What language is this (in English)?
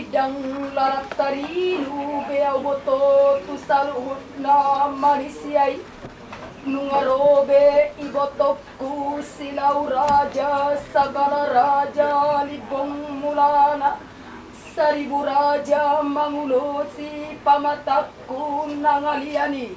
Batak Toba